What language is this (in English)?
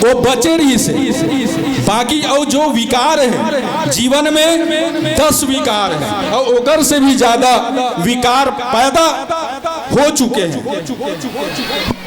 Chhattisgarhi